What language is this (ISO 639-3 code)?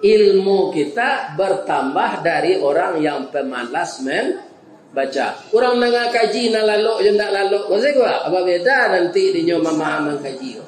min